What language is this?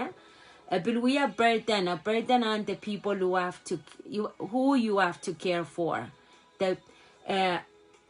Pohnpeian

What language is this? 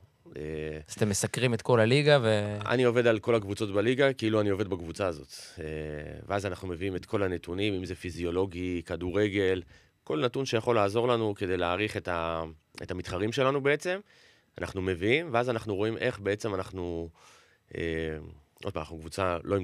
Hebrew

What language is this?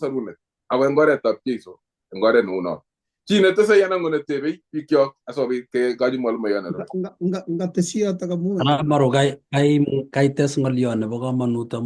Kalenjin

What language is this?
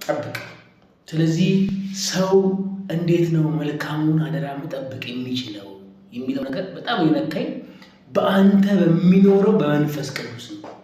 Amharic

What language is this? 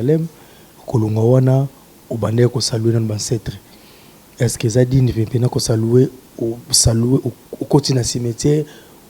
Lingala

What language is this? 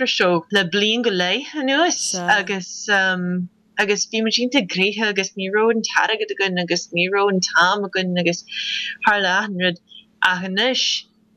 Irish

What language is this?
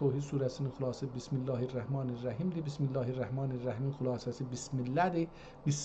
South Azerbaijani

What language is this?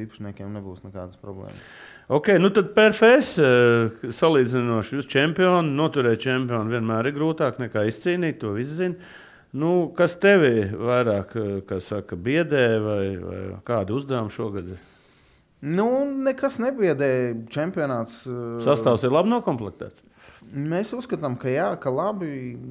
Latvian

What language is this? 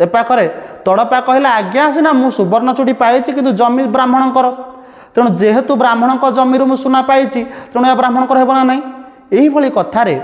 Odia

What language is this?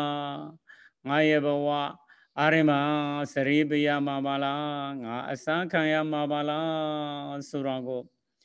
Burmese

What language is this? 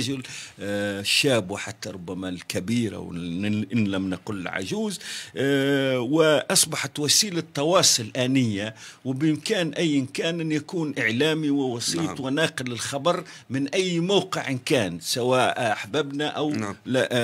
Algerian Arabic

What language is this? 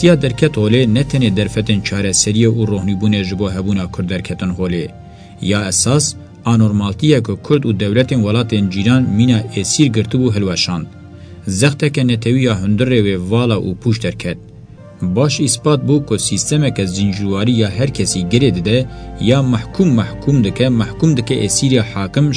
Kurdish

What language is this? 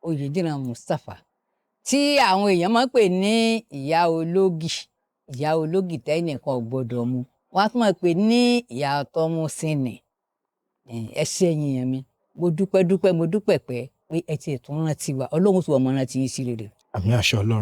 Yoruba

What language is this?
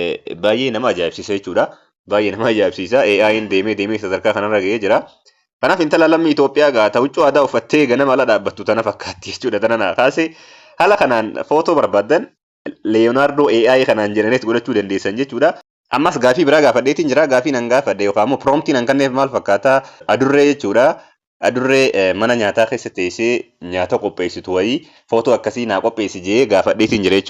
Oromo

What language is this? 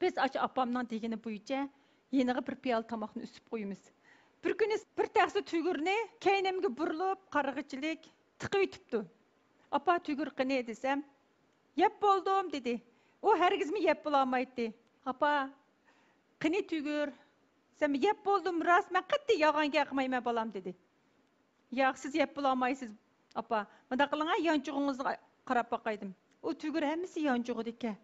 Uyghur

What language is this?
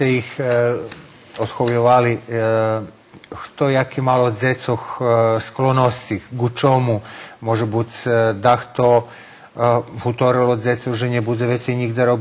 Rusyn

